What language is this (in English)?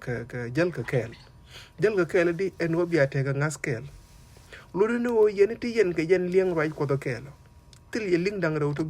Nuer